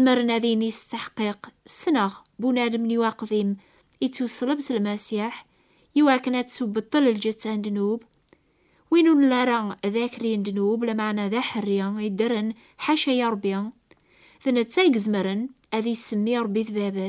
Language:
Kabyle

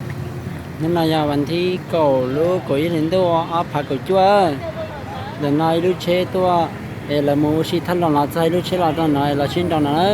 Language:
Hmong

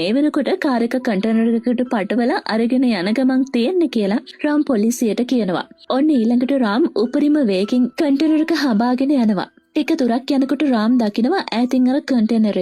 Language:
Sinhala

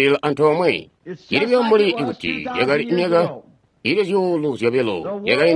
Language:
Tonga (Zambia)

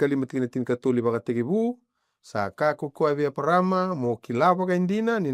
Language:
Fijian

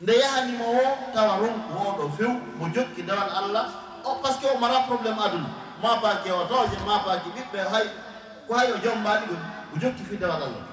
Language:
Fula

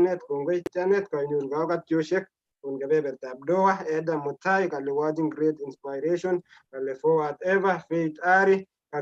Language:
Kalenjin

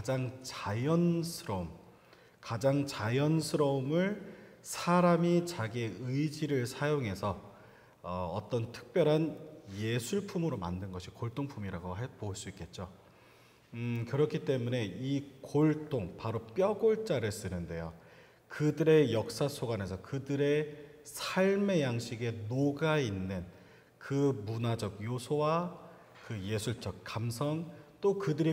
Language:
Korean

